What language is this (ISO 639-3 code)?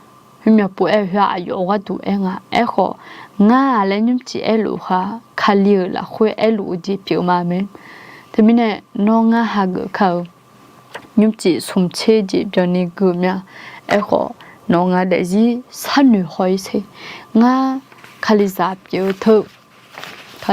ahk